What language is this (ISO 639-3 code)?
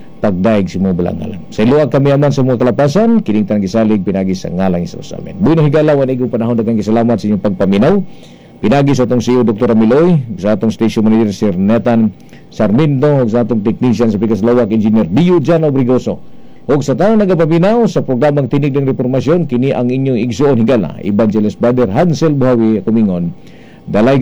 ceb